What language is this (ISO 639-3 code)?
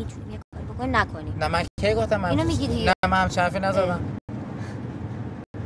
fas